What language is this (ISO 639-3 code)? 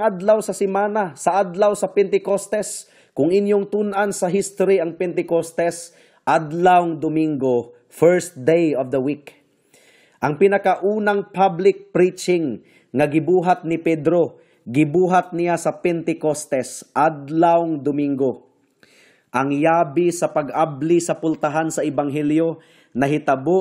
ceb